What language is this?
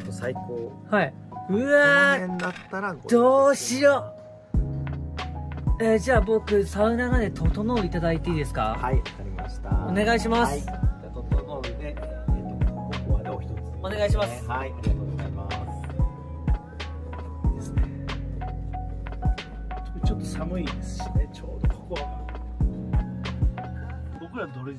Japanese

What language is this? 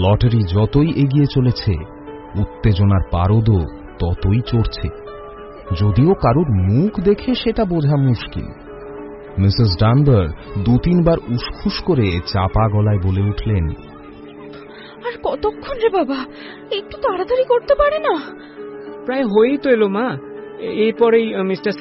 Bangla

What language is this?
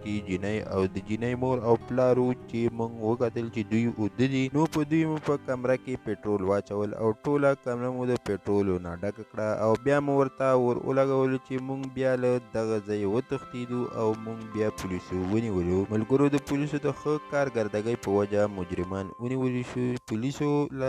Pashto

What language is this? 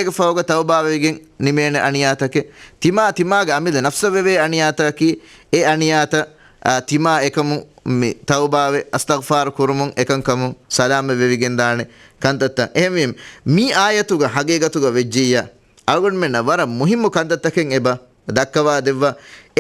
Divehi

